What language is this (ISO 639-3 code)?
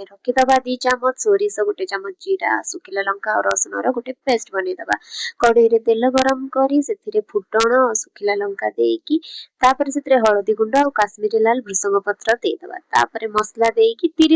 ori